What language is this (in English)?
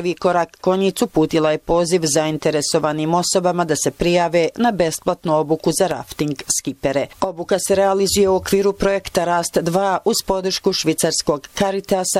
Bosnian